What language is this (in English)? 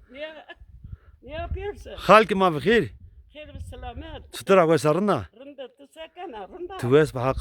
Zaza